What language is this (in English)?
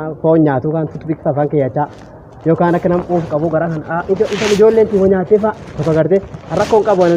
Oromo